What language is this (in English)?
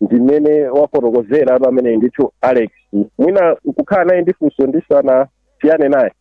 Nyanja